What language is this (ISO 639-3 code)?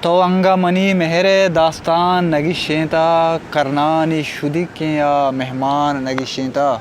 bgp